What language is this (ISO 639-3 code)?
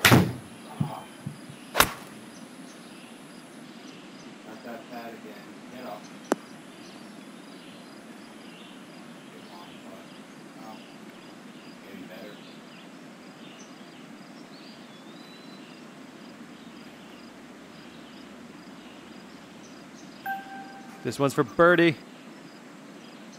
eng